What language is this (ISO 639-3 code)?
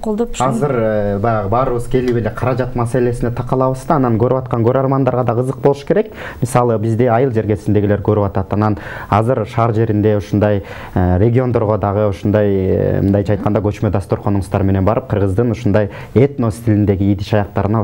kir